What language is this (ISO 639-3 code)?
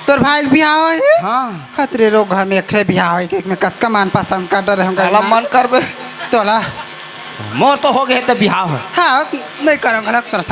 hne